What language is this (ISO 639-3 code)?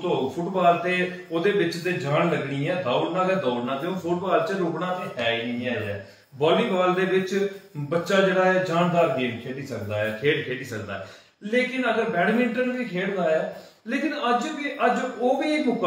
doi